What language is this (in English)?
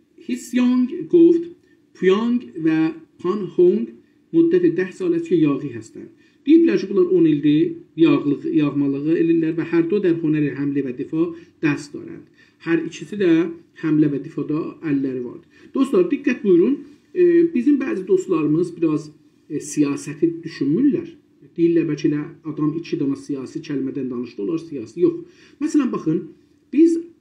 South Azerbaijani